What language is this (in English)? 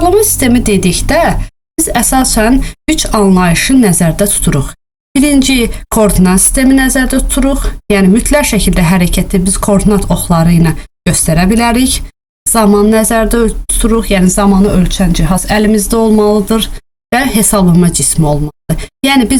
Azerbaijani